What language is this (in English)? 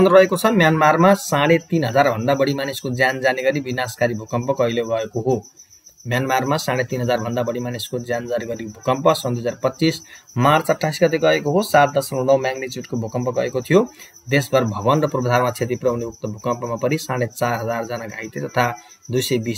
Nepali